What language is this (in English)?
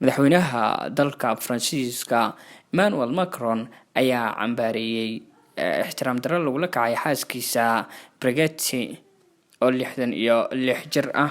Somali